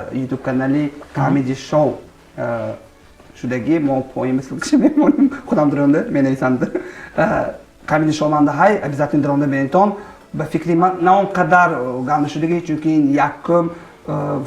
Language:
Tajik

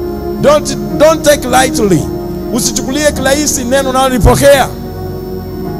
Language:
Swahili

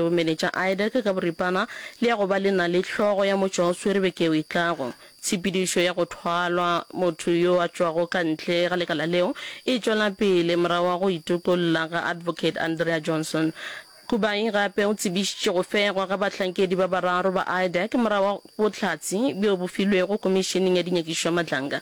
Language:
Northern Sotho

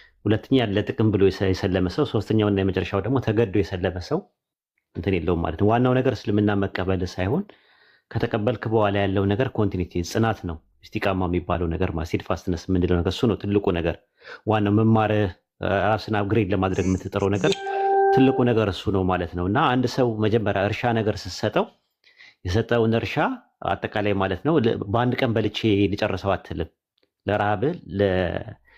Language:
Amharic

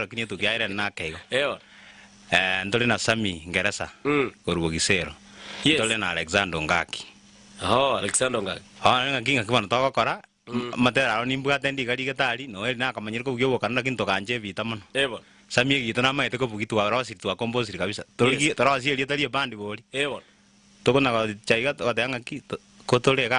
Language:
Gusii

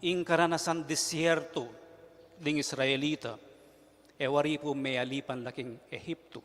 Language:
Pampanga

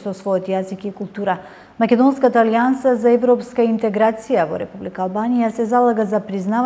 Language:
Macedonian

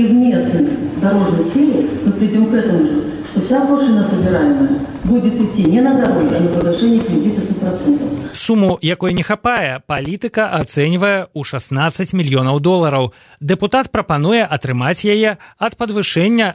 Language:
Belarusian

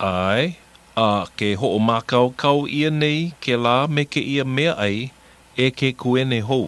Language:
Hawaiian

